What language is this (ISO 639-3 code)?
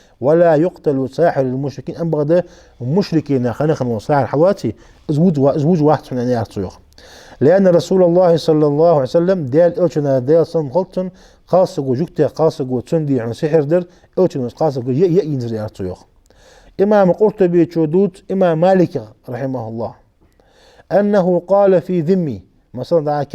inh